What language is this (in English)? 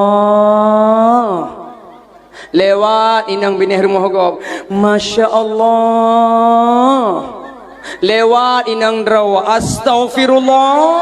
Achinese